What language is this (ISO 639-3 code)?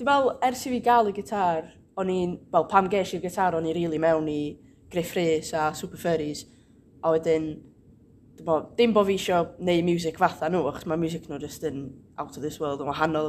cym